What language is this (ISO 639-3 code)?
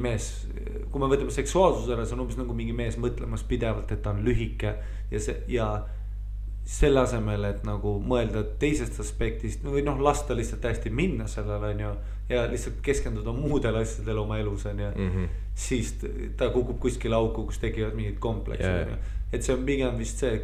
est